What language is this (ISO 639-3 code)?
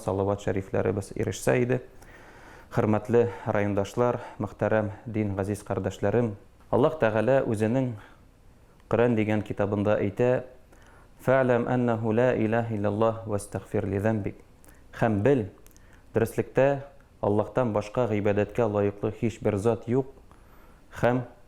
tat